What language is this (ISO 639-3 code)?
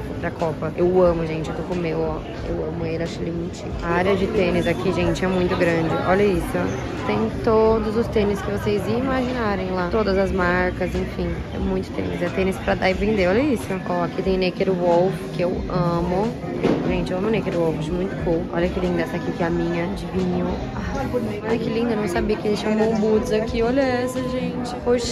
por